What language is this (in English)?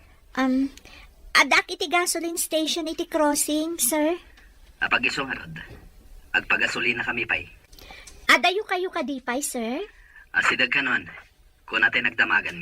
Iloko